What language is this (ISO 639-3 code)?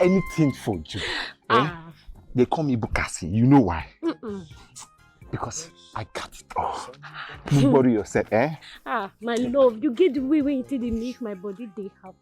pcm